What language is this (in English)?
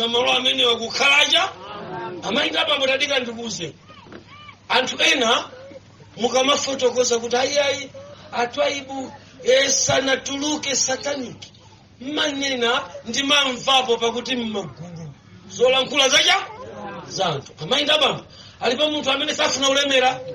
Nyanja